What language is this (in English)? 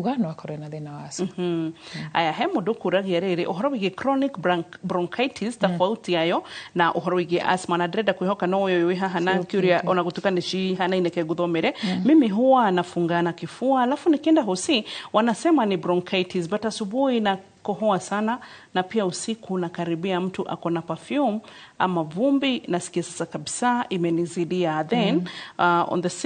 Kikuyu